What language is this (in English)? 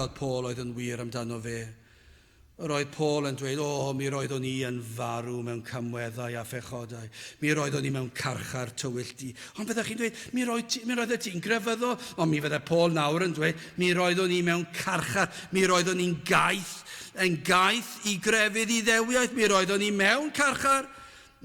Welsh